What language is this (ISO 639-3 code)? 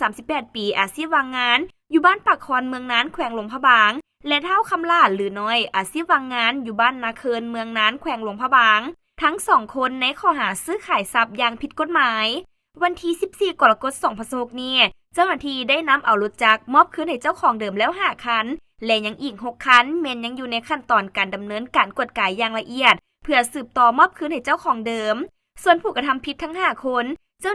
lao